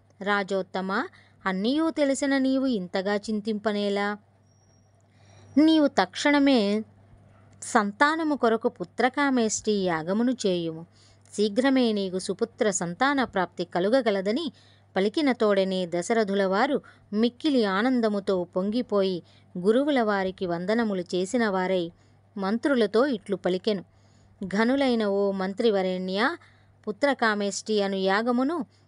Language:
Telugu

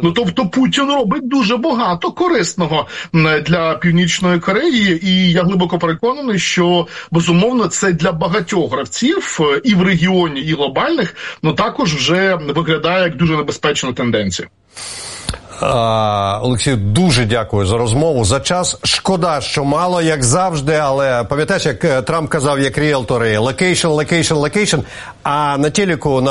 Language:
Ukrainian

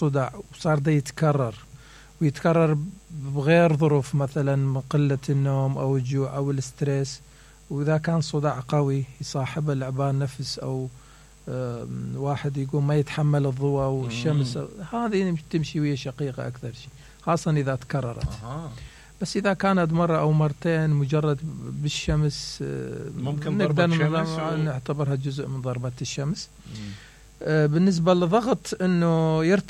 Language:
Mesopotamian Arabic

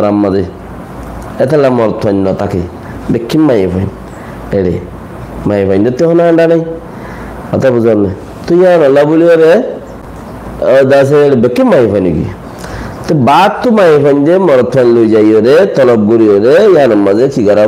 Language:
Rohingya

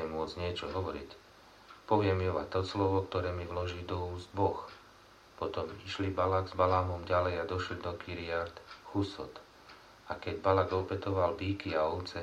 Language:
Slovak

